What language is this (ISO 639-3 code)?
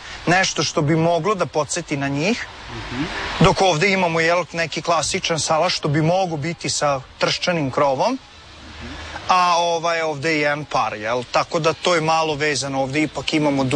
srp